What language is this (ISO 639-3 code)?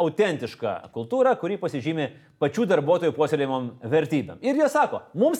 lit